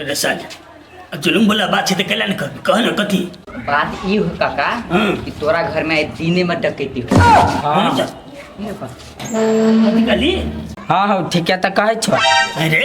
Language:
Maithili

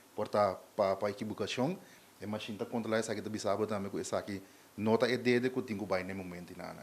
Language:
Papiamento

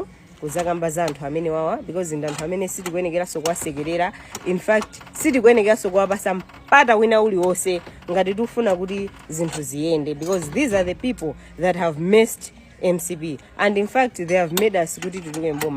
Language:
Nyanja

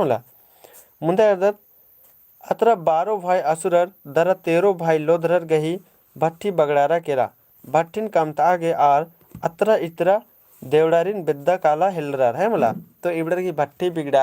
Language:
Kurukh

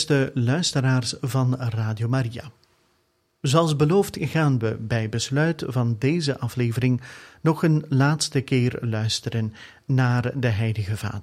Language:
Dutch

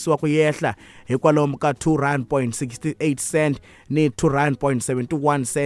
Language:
Tsonga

